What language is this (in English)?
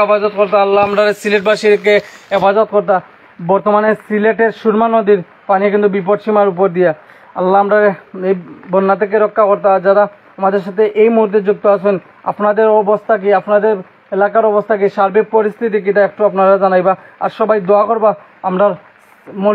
Sylheti